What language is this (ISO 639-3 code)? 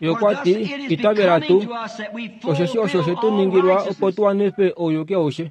kua